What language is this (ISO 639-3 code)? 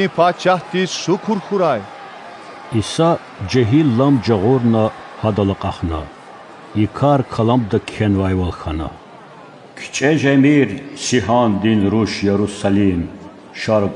lez